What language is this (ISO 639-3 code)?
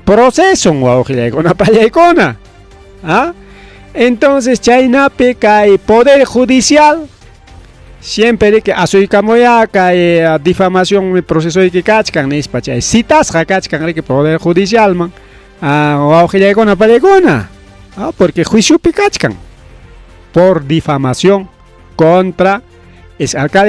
quy